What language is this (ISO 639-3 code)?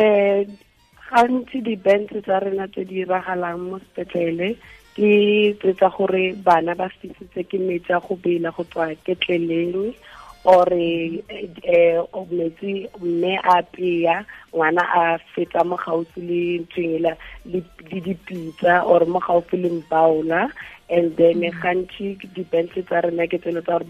tsn